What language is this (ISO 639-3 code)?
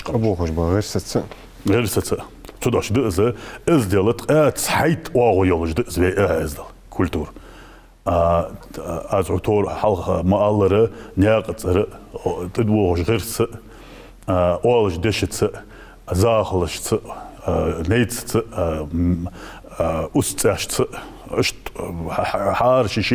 inh